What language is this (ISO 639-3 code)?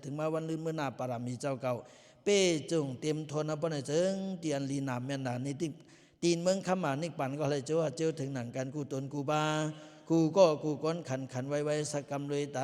lao